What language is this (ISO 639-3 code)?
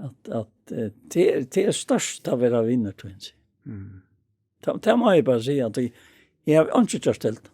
fao